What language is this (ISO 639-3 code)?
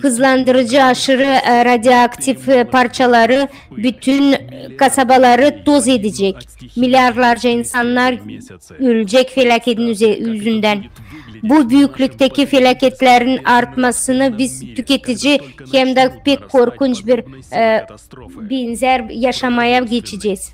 gag